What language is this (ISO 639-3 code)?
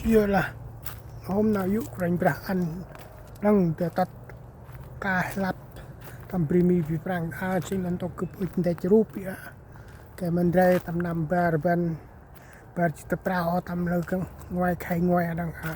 cmo